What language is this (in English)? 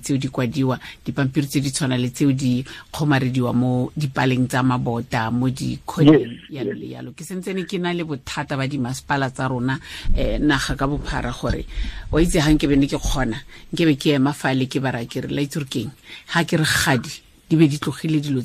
Tswana